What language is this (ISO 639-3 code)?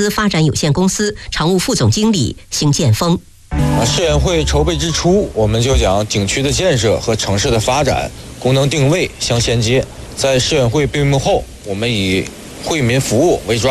zho